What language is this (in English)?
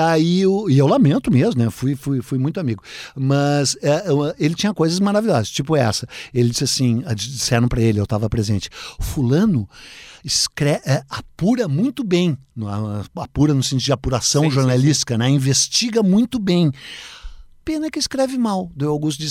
Portuguese